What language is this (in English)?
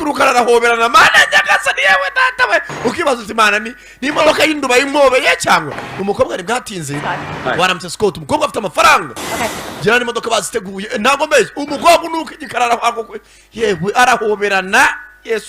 Kinyarwanda